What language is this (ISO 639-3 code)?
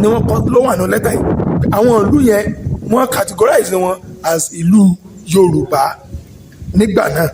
yor